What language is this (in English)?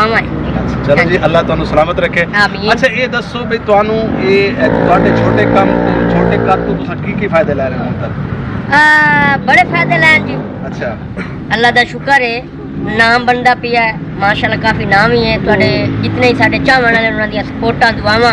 Saraiki